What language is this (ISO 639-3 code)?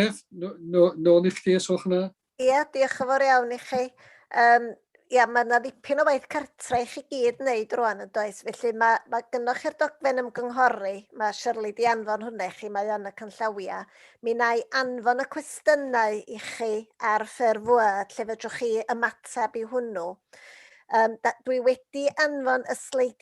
cym